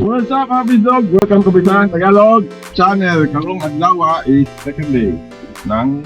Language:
Cebuano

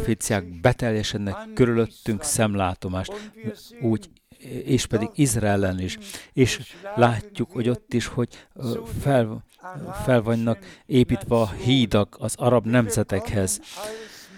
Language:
Hungarian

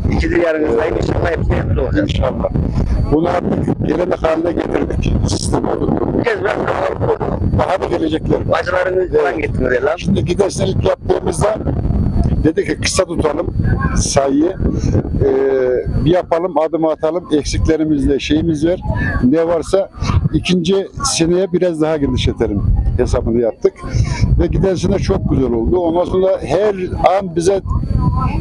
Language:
Turkish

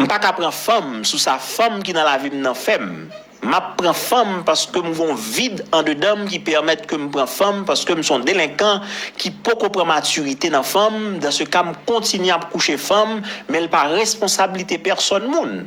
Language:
Haitian Creole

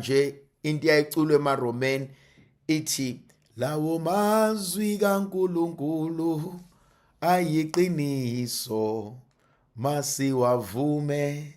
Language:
Zulu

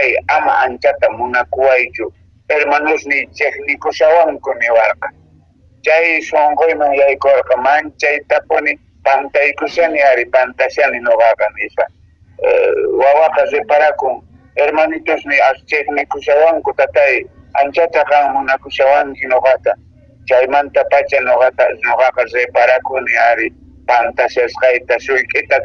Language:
Quechua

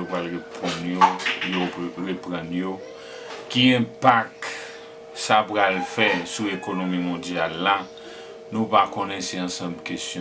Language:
Haitian Creole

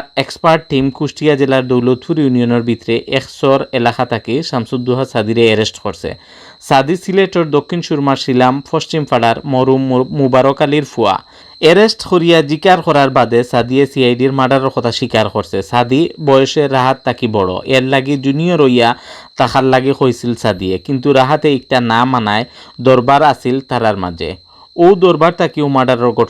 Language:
Sylheti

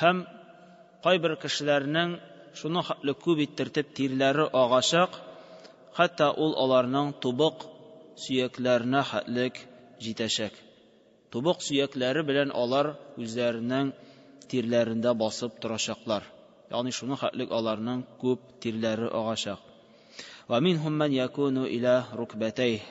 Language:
Tatar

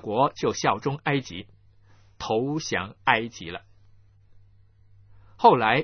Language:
Chinese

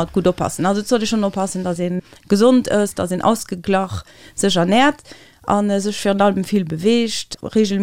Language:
Luxembourgish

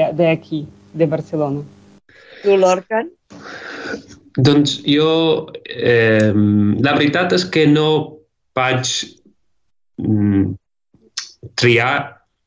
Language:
Catalan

